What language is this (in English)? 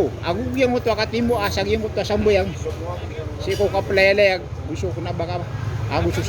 Maranao